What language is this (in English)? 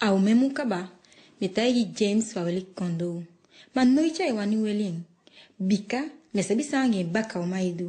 Eastern Maroon Creole